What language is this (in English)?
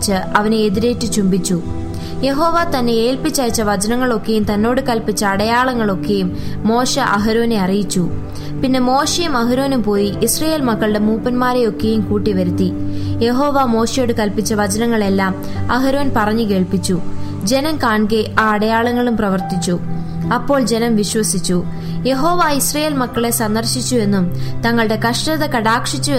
Malayalam